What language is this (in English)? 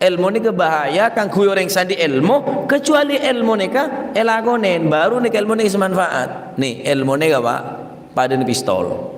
Madurese